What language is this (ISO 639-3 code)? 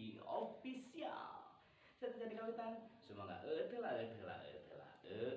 sun